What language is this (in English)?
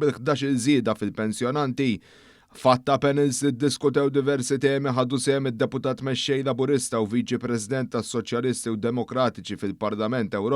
Maltese